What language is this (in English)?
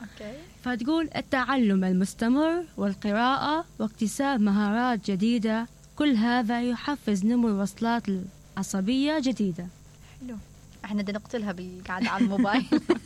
Mesopotamian Arabic